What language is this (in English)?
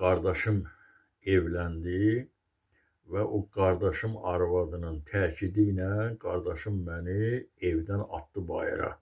Azerbaijani